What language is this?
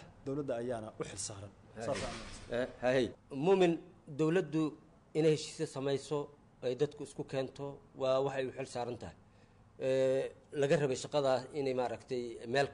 Somali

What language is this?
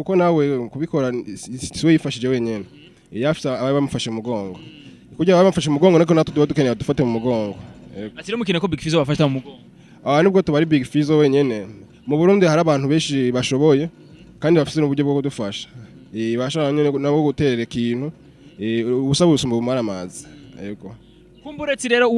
Rundi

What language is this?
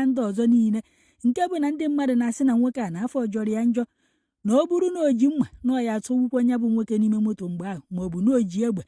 Igbo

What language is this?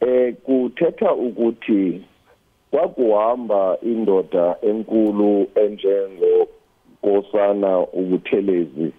Zulu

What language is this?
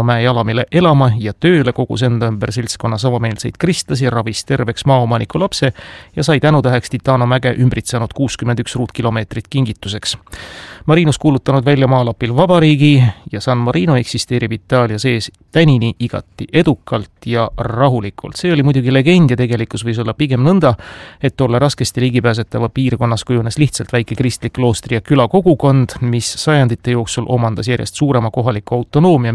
Estonian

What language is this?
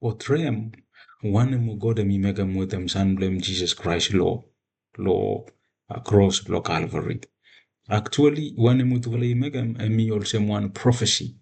Bislama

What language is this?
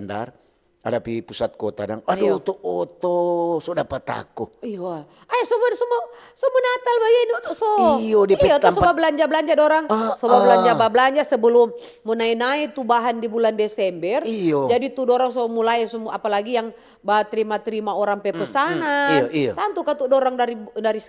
Manado Malay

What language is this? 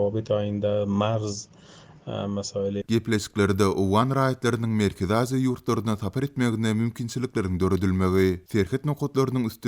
Turkmen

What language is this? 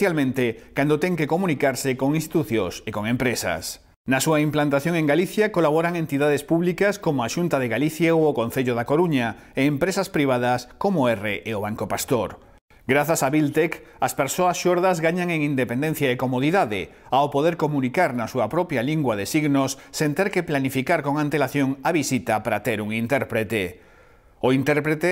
Galician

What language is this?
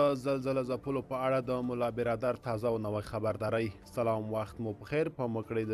Pashto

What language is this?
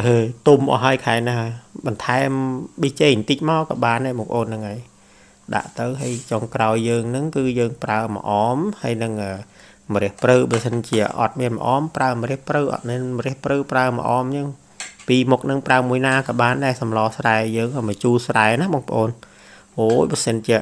Khmer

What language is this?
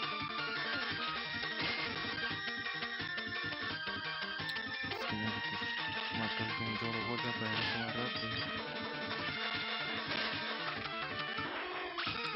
Spanish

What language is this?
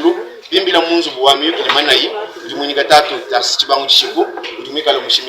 Luba-Lulua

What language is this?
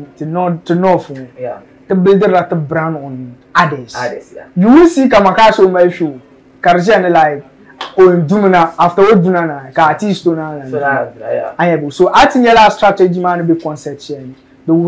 Dagbani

